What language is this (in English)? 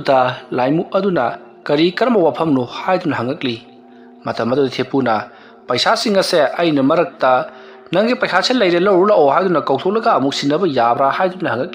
Manipuri